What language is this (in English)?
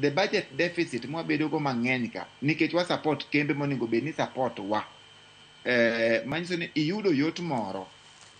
Luo (Kenya and Tanzania)